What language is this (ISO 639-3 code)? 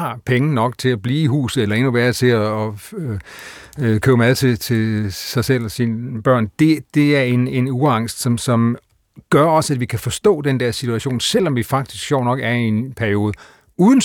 dan